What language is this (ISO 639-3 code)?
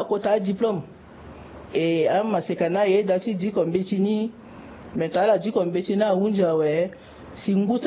sag